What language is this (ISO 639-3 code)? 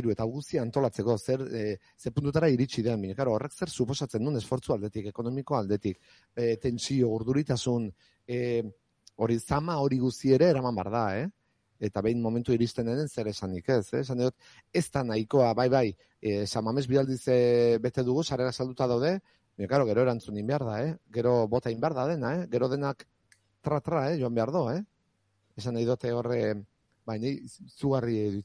eus